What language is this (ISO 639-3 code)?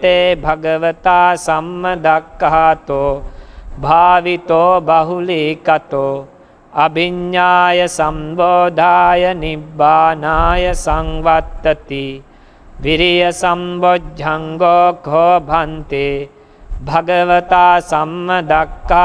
pli